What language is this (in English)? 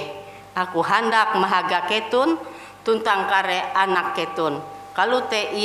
Ngaju